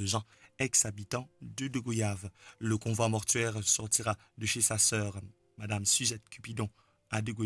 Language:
Morisyen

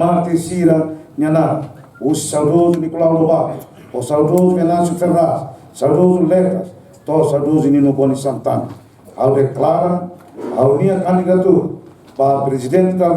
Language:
Tetum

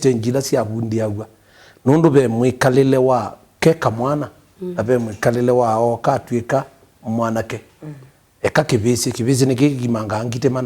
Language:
Kamba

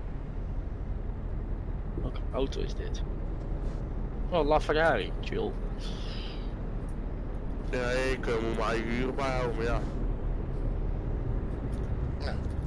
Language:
Dutch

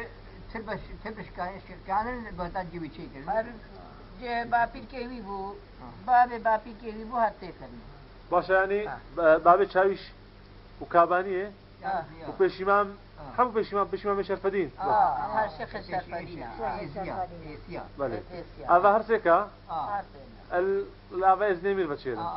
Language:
Kurdish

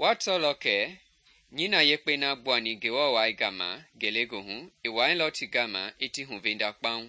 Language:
Mende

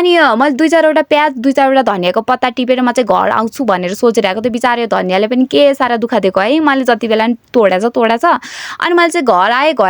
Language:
Nepali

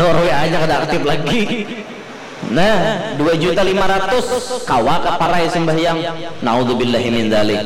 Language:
Banjar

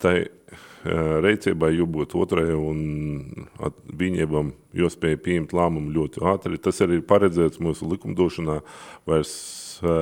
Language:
Latvian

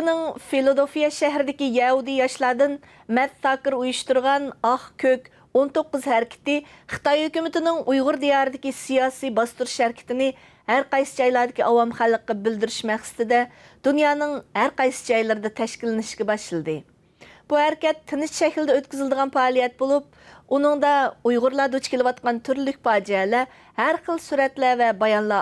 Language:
Uyghur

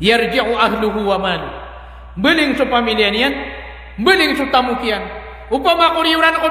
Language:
Maranao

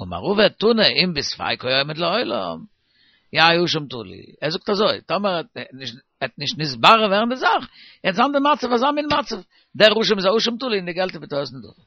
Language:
Yiddish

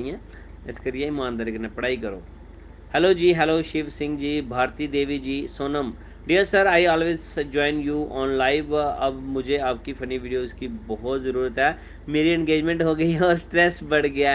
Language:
Dogri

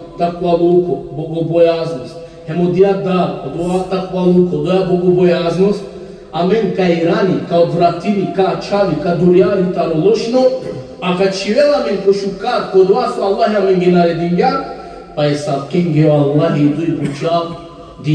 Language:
Balkan Romani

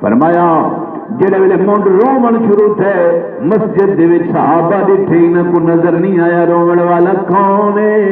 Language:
Saraiki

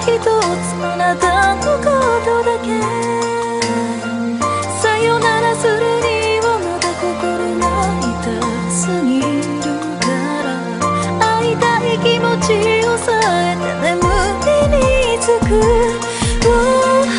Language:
Japanese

